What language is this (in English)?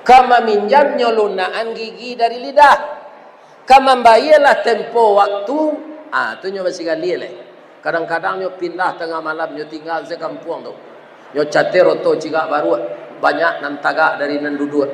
Minangkabau